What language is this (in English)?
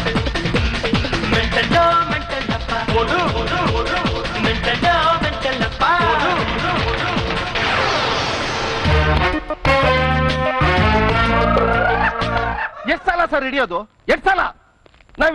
Kannada